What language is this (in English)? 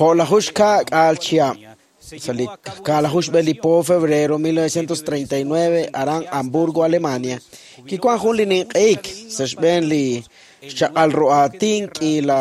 Kekchí